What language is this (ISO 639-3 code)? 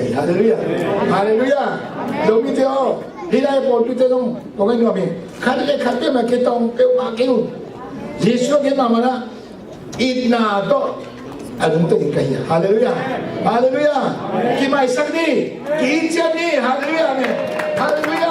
ctd